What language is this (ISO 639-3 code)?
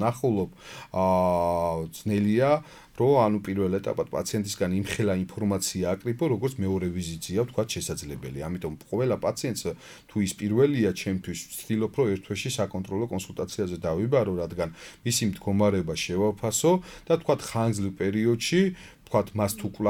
kat